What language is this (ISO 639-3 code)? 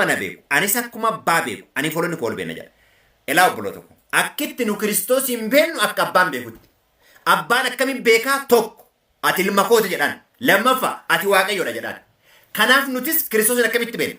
orm